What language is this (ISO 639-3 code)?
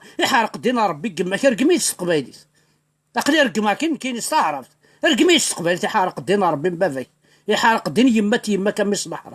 kab